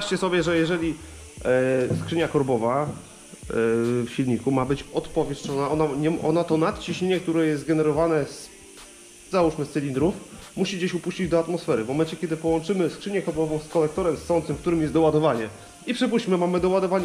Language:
Polish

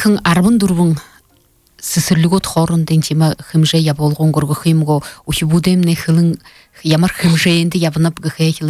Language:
Buriat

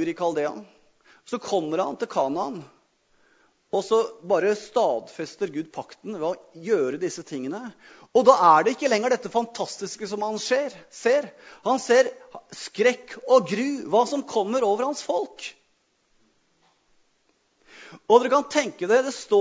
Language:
Norwegian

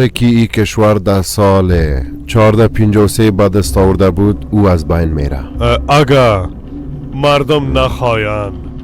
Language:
Persian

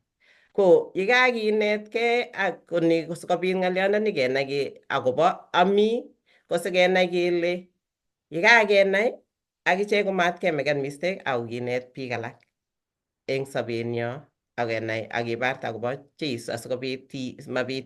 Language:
Kalenjin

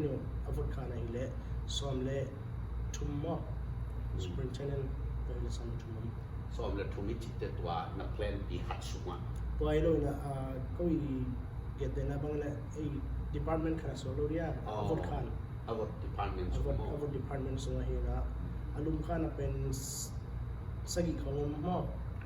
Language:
Tedim Chin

